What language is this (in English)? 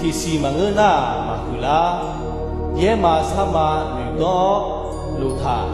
Akha